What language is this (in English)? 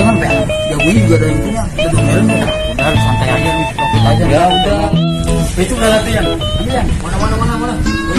Betawi